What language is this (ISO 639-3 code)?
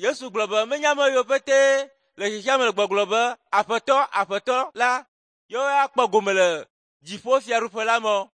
ewe